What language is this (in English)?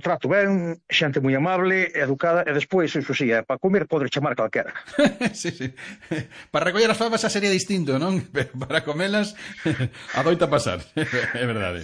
Galician